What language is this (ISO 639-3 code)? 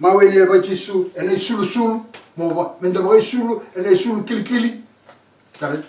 fij